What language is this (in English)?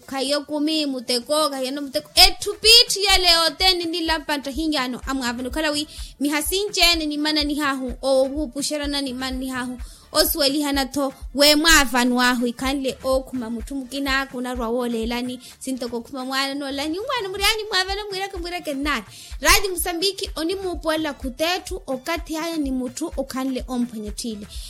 Makhuwa